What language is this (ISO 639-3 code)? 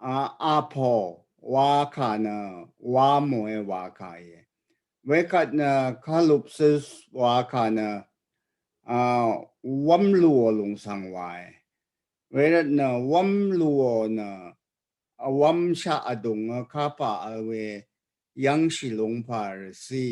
raw